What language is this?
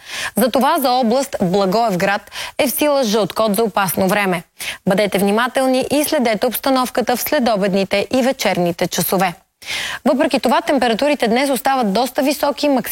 Bulgarian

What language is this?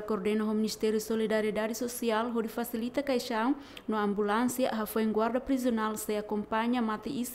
Tetum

